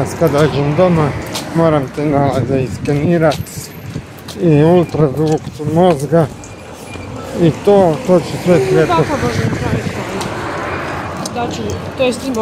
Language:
Croatian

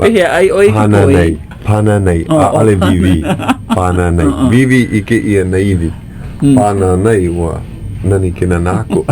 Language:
Hawaiian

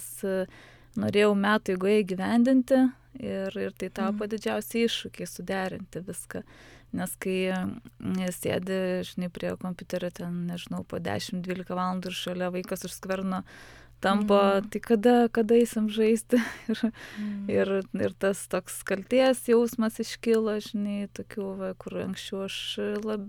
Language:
Lithuanian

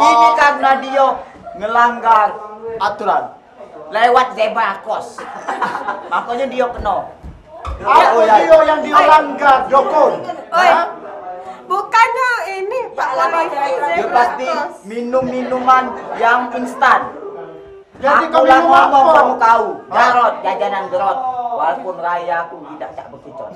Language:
Musi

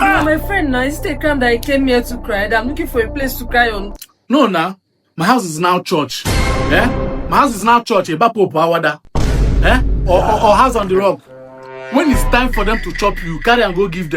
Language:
Nigerian Pidgin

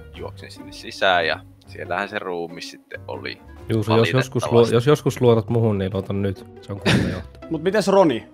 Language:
Finnish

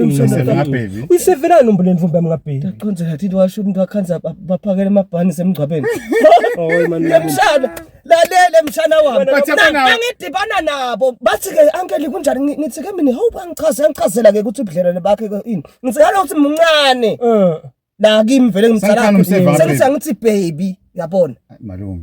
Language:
Zulu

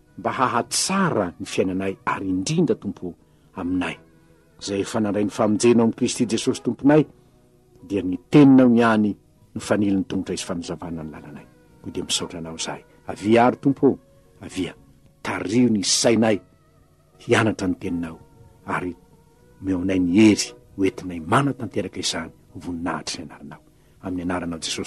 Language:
Malagasy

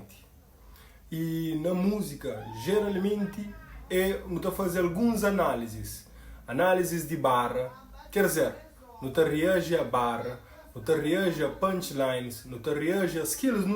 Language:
Kabuverdianu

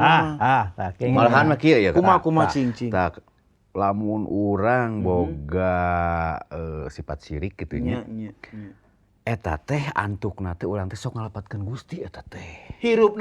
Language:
Sundanese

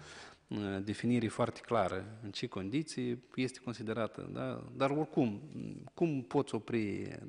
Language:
Romanian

